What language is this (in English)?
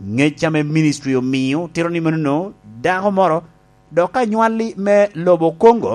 Lango (Uganda)